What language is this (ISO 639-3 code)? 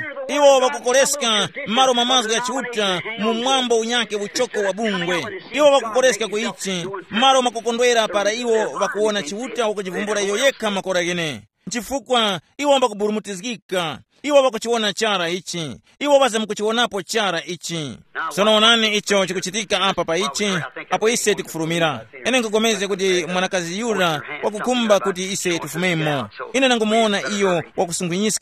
tum